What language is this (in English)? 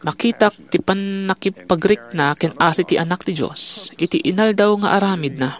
Iloko